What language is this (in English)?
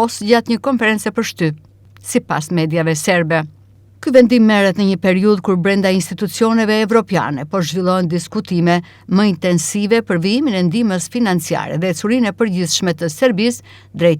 Albanian